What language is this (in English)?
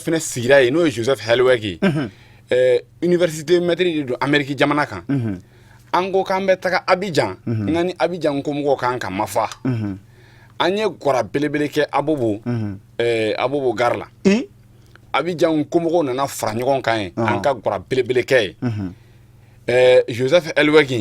Bambara